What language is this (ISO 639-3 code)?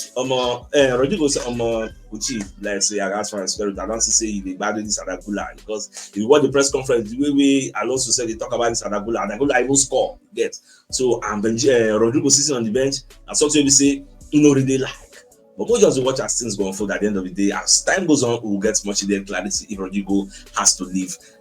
pcm